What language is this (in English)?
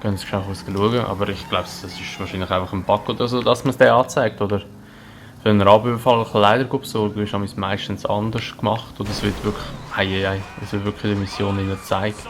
Swiss German